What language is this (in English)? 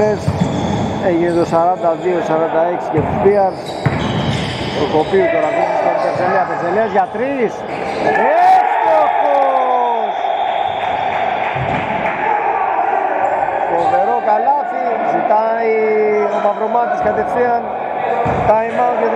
Greek